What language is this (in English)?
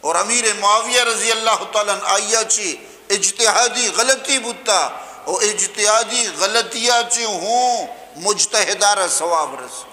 Eastern Balochi